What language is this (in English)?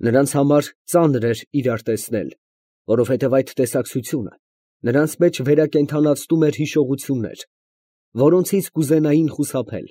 Armenian